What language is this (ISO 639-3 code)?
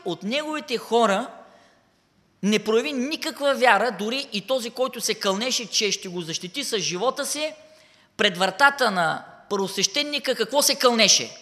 bul